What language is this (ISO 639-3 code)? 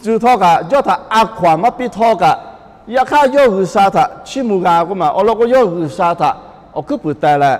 lhu